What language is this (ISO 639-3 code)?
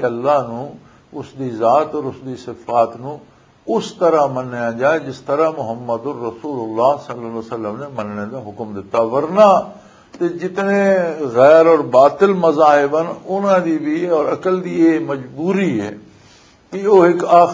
lah